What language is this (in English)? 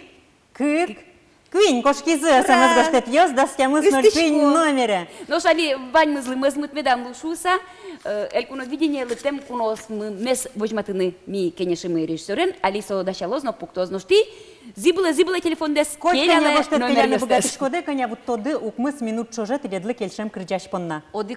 Udmurt